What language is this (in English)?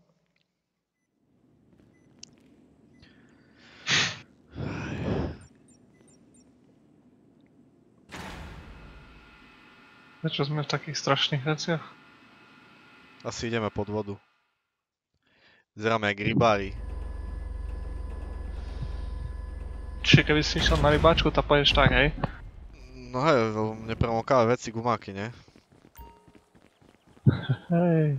Slovak